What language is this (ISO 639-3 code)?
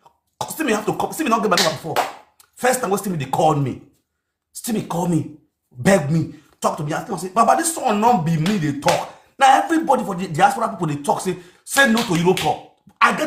pcm